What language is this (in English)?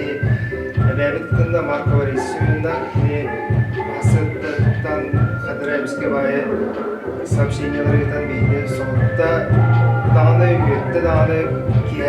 Yakut